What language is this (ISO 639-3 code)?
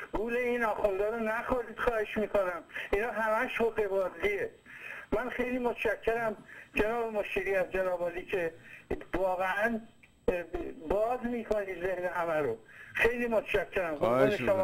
fas